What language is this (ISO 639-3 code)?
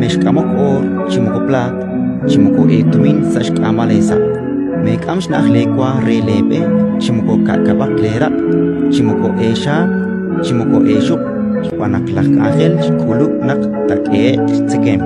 kek